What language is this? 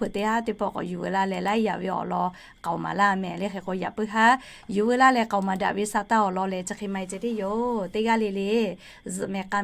Lahu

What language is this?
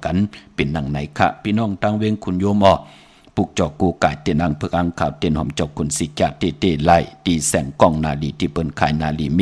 Shan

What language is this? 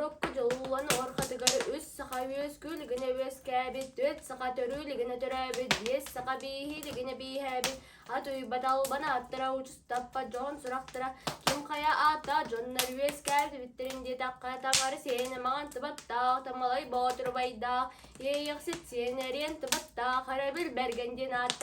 Yakut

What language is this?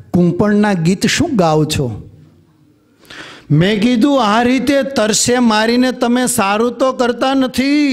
Gujarati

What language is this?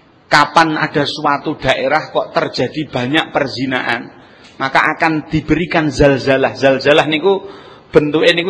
Javanese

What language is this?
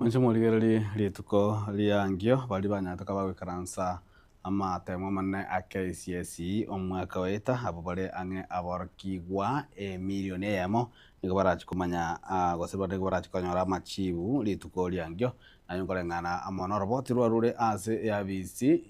Gusii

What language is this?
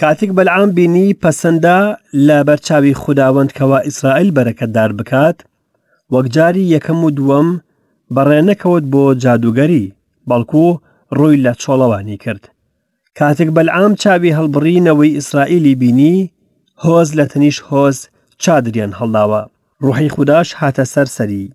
Central Kurdish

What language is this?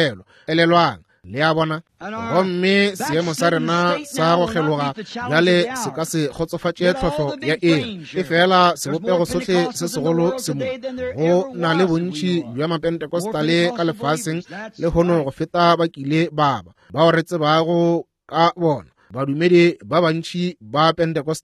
Northern Sotho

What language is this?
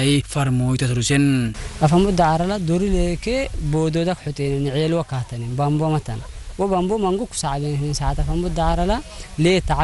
Afar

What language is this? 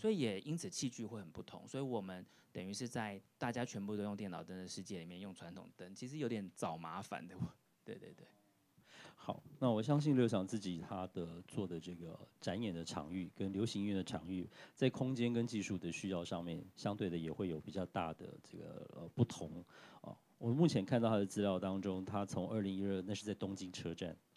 Chinese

